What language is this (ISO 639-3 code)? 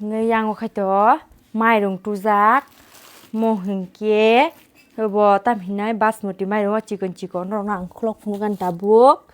trp